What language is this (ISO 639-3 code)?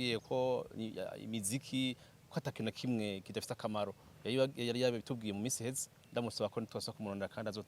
run